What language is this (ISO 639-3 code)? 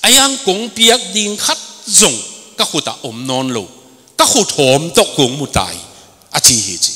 ctd